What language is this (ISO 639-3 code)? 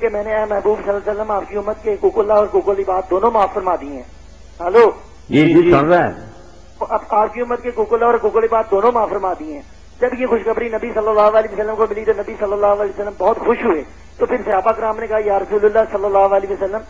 urd